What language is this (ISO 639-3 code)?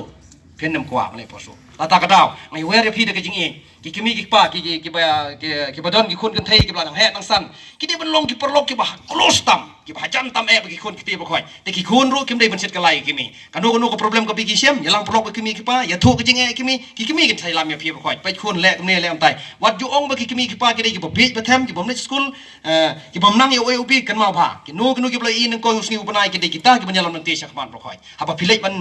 kha